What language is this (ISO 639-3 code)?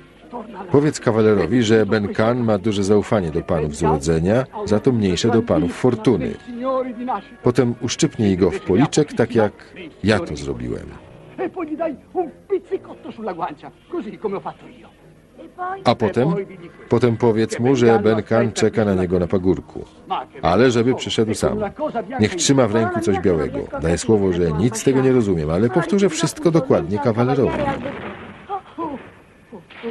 pol